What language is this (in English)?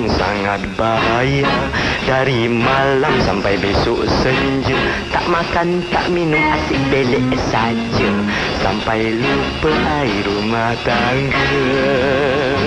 Malay